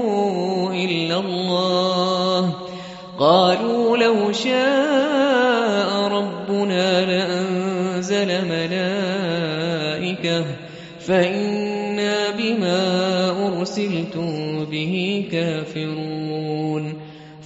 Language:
Arabic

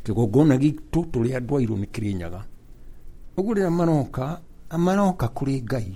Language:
Kikuyu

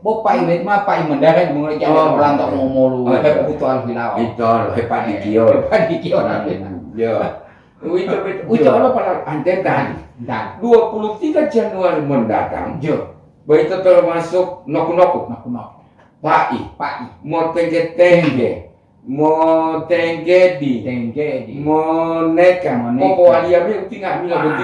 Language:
Gorontalo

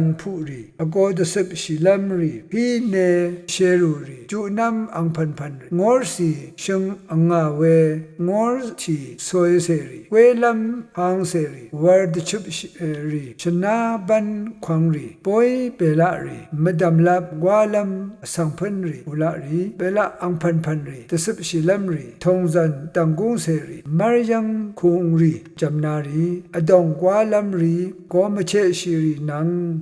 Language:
Rawang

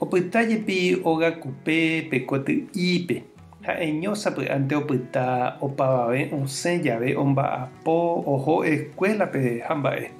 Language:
Guarani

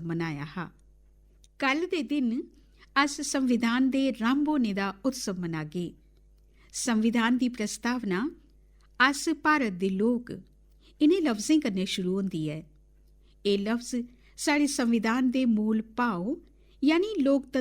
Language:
Dogri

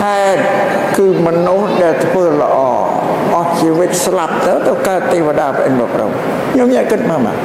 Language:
Khmer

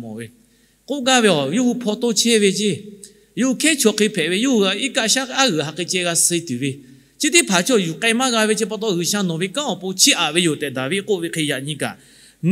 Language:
Lahu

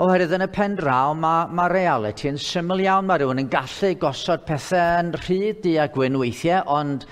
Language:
Welsh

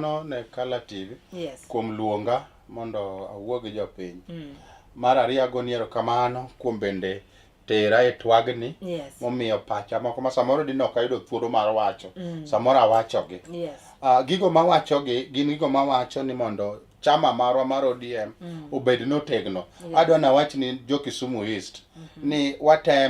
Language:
Luo (Kenya and Tanzania)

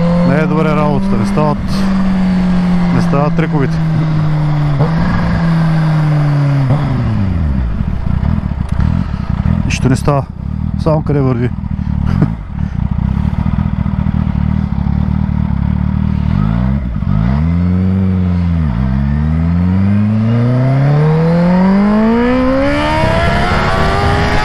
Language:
Bulgarian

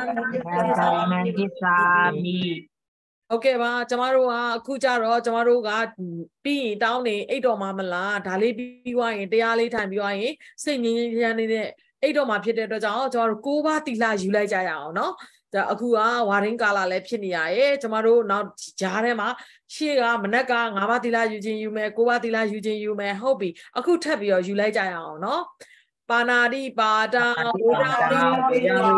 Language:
Burmese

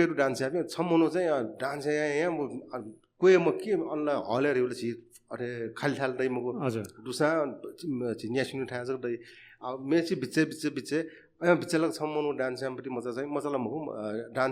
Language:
Newari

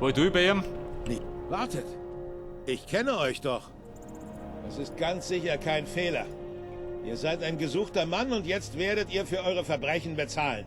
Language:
Bavarian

